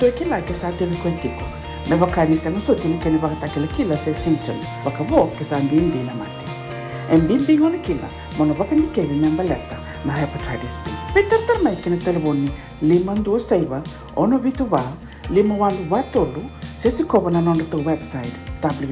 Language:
Fijian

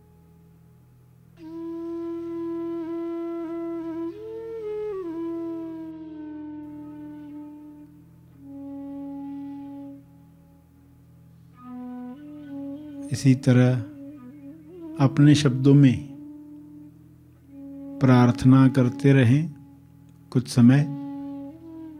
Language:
Hindi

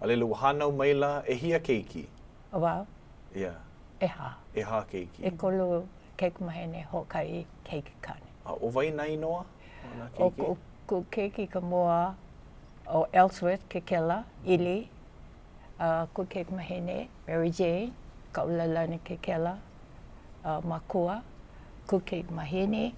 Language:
Hawaiian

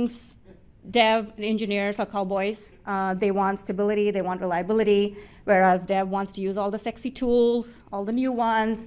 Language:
English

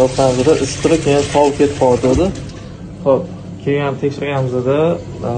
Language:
Uzbek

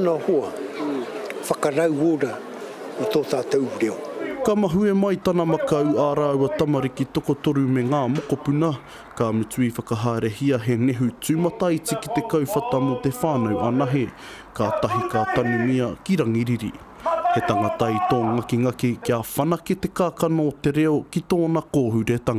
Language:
Māori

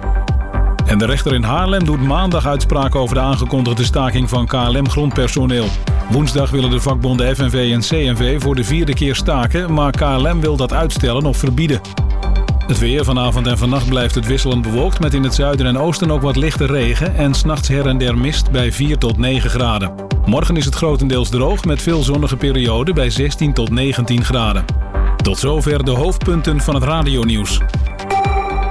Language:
Dutch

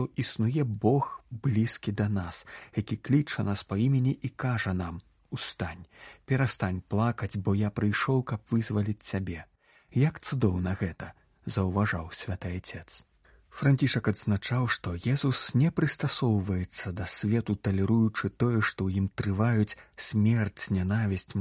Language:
Belarusian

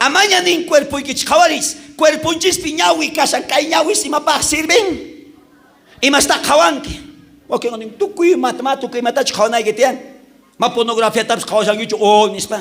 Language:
South Bolivian Quechua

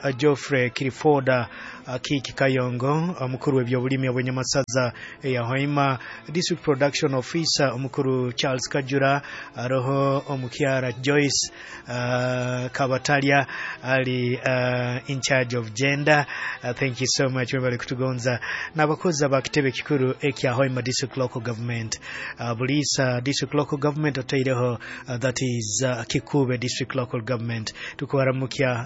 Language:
Nyoro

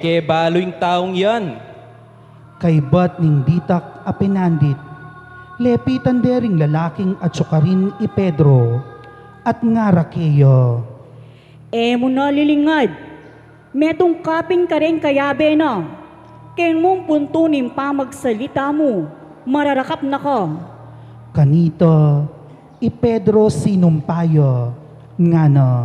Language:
Pampanga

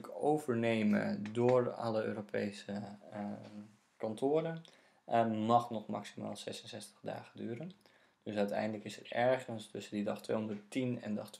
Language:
Dutch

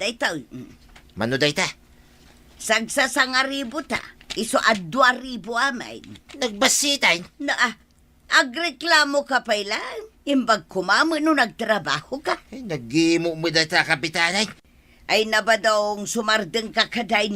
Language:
Iloko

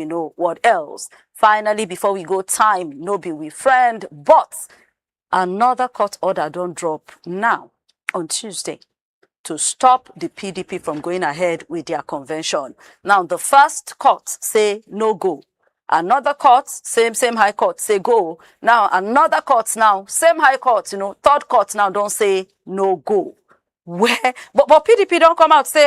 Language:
Nigerian Pidgin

